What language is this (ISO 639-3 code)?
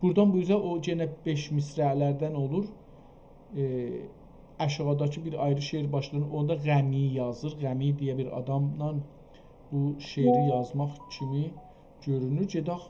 azb